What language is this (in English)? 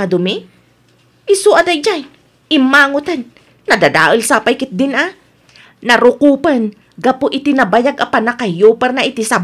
Iloko